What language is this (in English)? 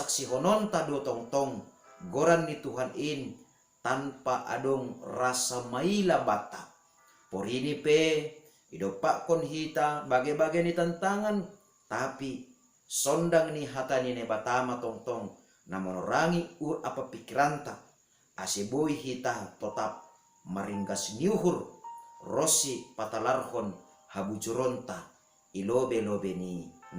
Batak Simalungun